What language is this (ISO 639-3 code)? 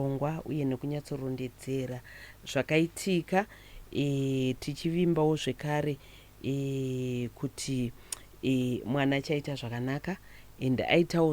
sna